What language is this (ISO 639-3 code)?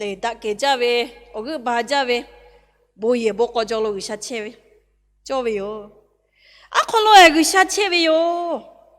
lhu